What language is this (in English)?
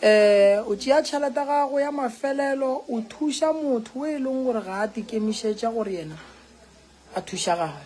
Northern Sotho